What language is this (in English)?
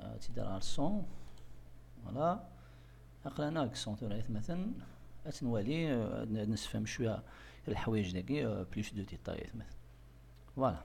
Kabyle